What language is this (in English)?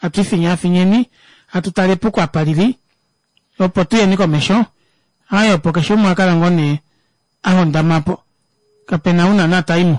Kuanyama